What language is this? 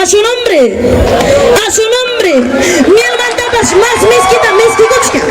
Ayacucho Quechua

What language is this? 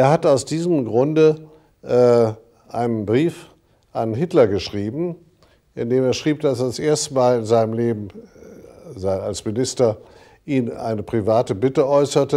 German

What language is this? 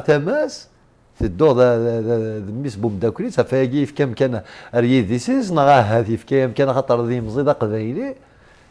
Kabyle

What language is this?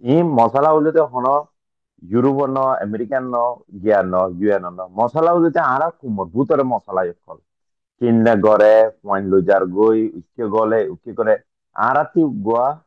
Rohingya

